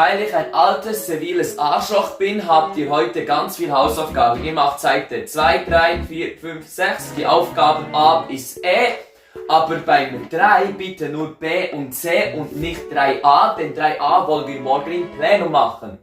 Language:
Swiss German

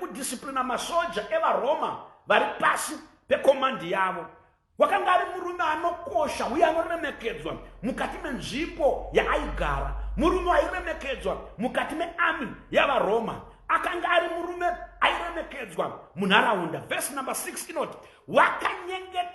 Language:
Shona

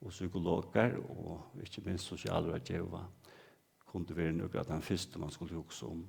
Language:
Faroese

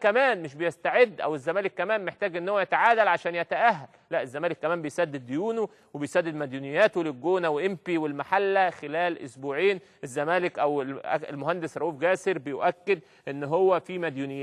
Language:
Egyptian Arabic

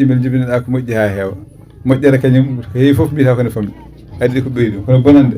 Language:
Fula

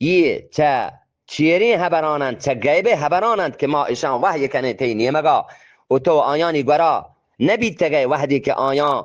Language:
Eastern Balochi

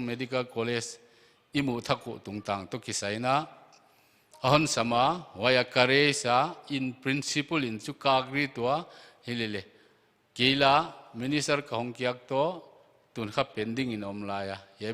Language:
Paite Chin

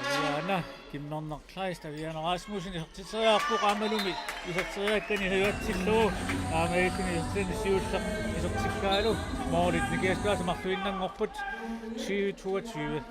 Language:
Kalaallisut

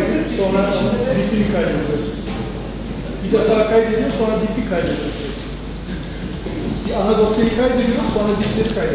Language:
Turkish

